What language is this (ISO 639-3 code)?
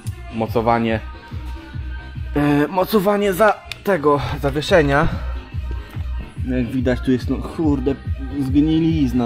pol